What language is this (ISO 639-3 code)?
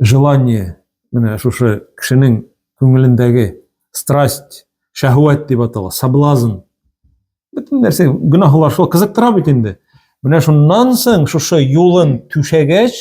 tat